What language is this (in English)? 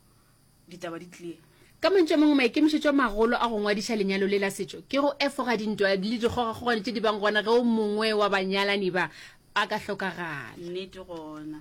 Northern Sotho